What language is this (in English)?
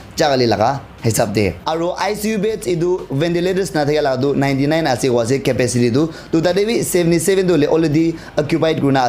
Naga Pidgin